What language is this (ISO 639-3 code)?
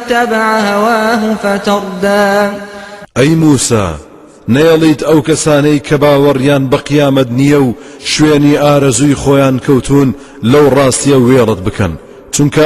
ckb